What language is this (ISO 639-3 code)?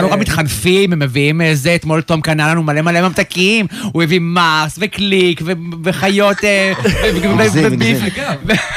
heb